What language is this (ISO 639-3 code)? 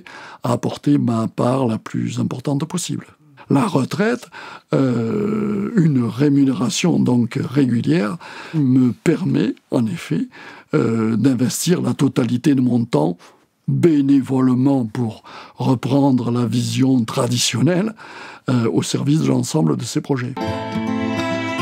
fra